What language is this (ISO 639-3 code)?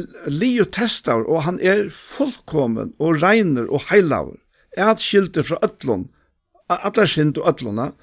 fao